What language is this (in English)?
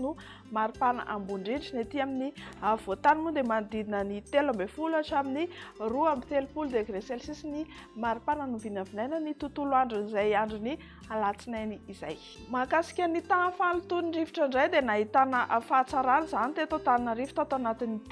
Malagasy